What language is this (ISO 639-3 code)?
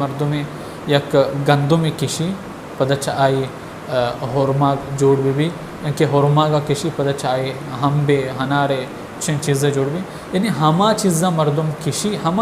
bal